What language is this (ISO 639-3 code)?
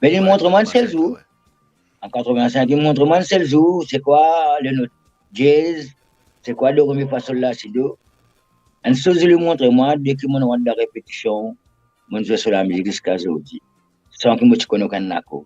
mfe